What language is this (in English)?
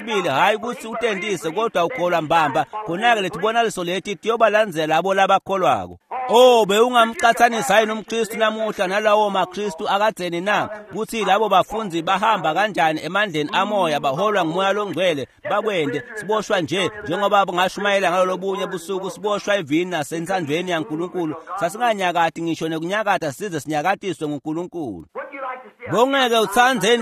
Swati